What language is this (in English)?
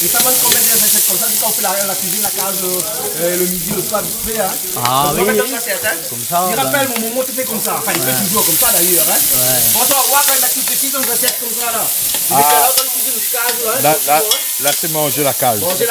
Réunion Creole French